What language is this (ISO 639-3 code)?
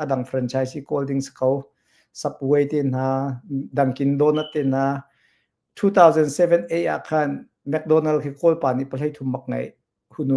cnh